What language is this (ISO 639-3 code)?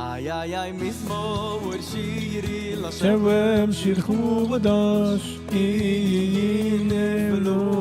yid